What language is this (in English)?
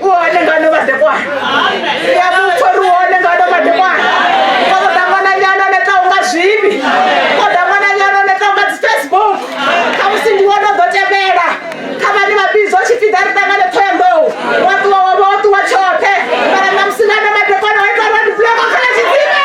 Venda